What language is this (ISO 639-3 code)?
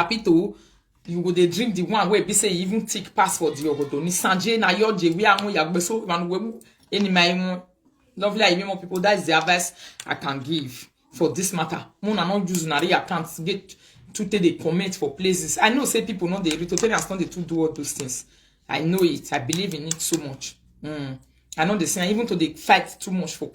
pcm